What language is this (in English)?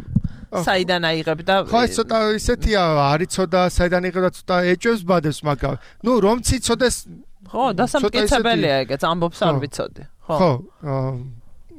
Georgian